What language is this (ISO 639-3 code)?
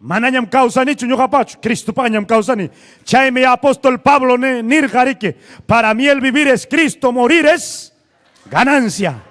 quy